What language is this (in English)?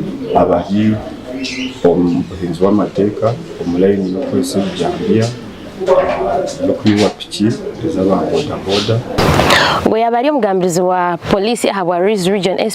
Nyankole